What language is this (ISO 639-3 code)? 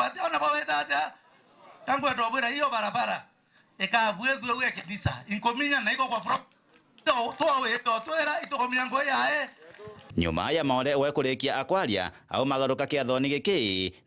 mer